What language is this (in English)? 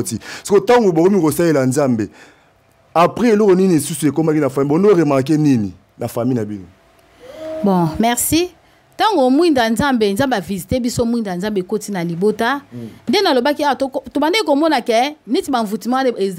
Lingala